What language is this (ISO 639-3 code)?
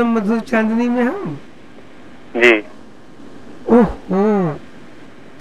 hin